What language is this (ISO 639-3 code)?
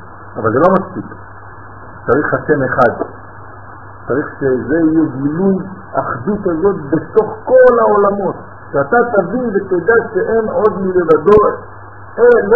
heb